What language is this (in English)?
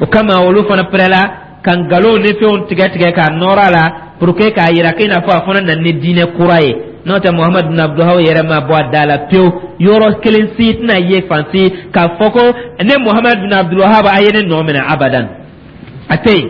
Dyula